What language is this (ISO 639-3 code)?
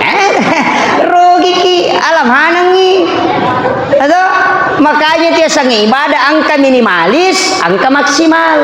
bug